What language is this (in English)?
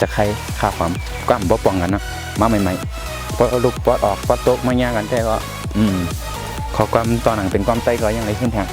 Shan